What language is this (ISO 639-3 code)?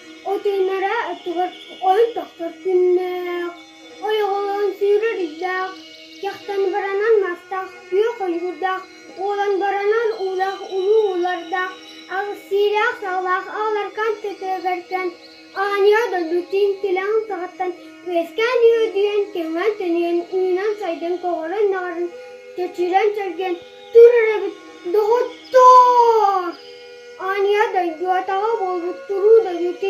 sah